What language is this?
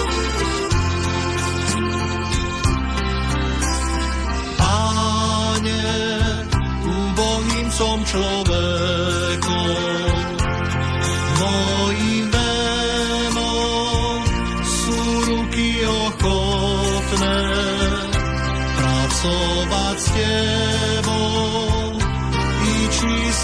Slovak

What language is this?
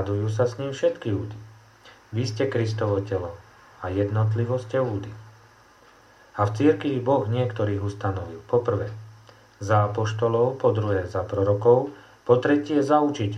Slovak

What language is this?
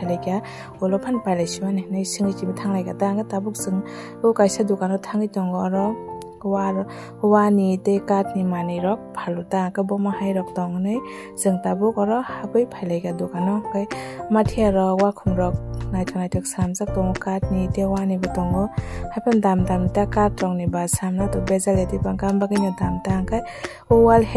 Kok Borok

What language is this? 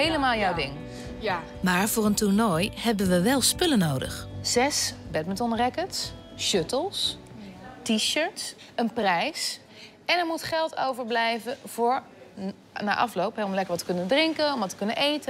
Dutch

